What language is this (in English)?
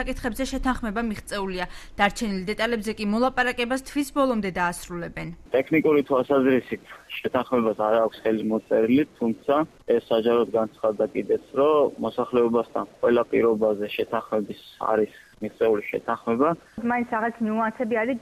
Georgian